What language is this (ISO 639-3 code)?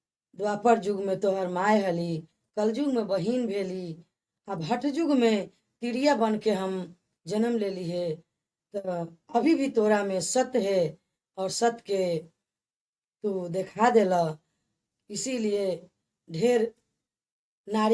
bho